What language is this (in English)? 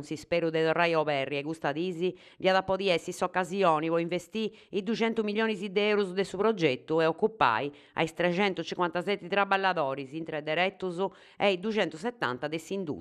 Sardinian